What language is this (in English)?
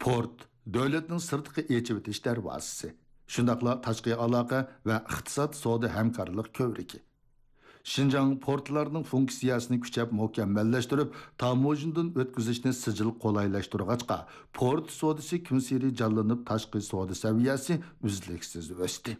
Uyghur